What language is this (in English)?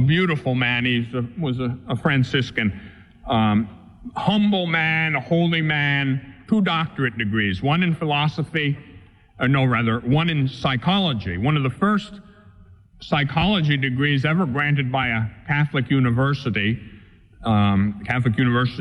English